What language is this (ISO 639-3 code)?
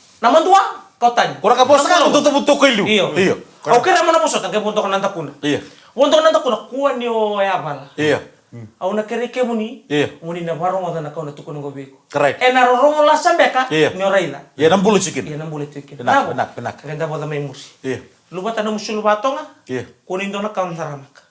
fij